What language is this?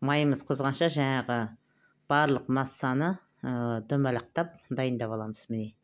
Kazakh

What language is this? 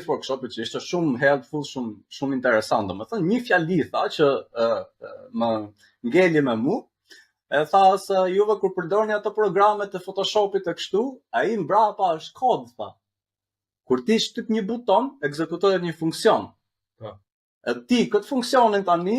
Albanian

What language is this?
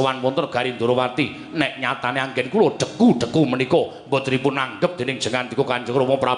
Javanese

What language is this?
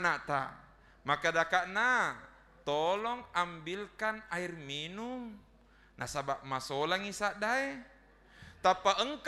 Buginese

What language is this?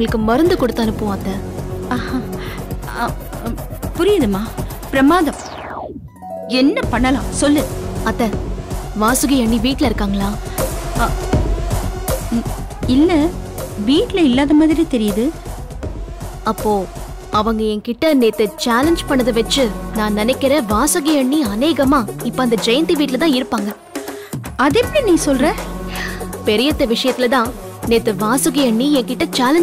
Tamil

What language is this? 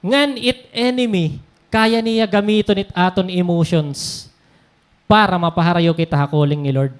Waray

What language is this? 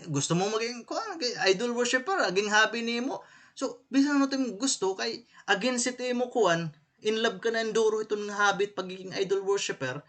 Waray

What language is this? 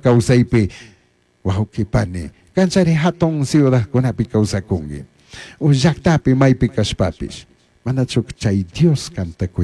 Chimborazo Highland Quichua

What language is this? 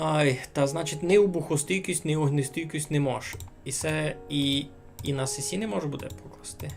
Rusyn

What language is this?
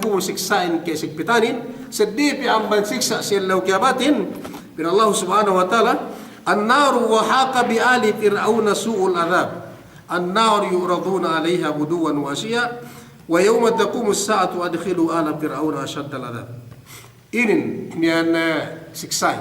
Yakan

